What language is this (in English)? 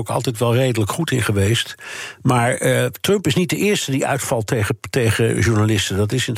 Dutch